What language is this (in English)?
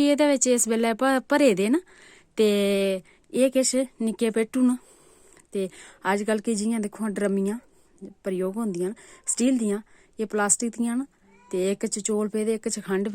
Dogri